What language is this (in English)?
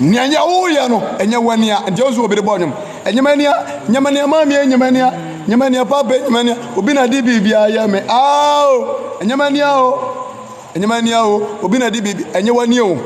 Akan